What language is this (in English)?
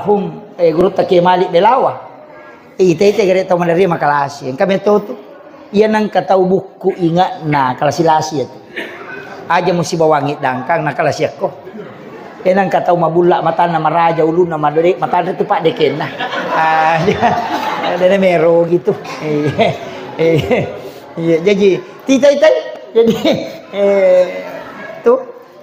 Buginese